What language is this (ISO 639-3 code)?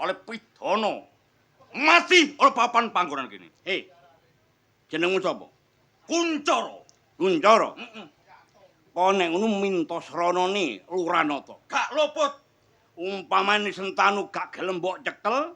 jav